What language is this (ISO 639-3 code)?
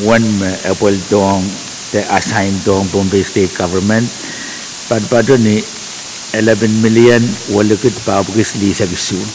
pon